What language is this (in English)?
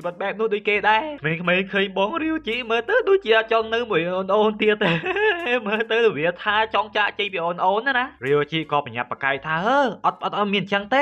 Khmer